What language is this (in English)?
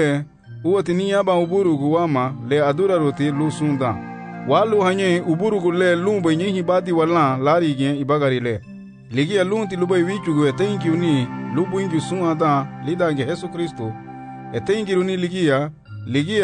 Garifuna